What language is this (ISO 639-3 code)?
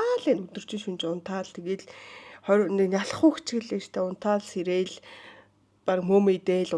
mon